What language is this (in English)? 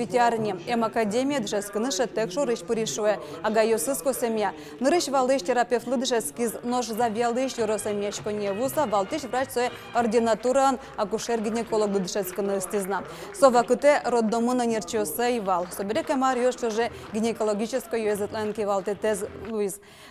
Udmurt